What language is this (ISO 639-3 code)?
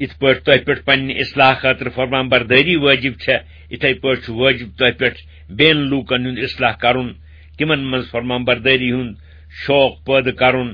kas